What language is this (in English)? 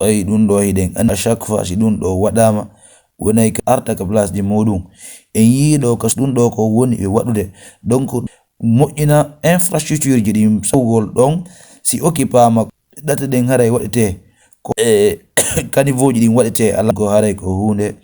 Fula